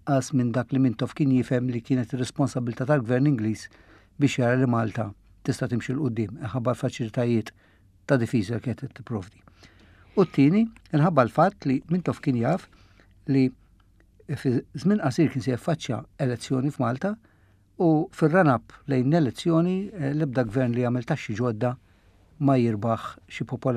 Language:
Maltese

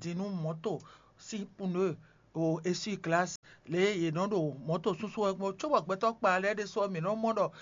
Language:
Fon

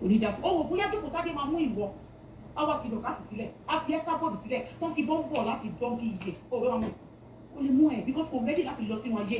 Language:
Yoruba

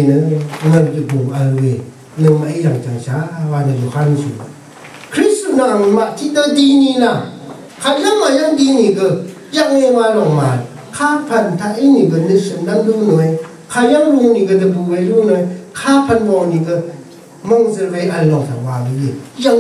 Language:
Rawang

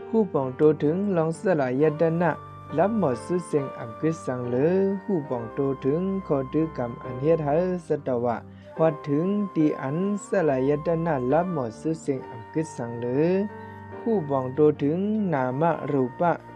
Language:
Shan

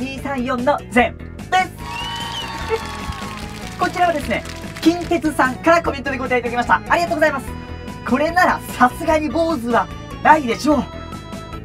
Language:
Japanese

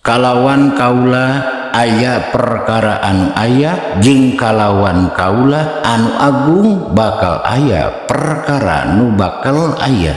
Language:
Sundanese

